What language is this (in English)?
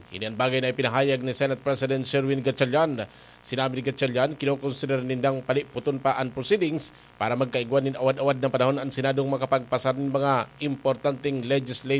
Bikol